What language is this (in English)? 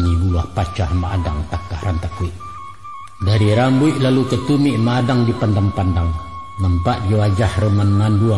Minangkabau